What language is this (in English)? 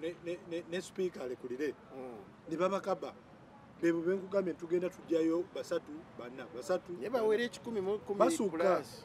Ganda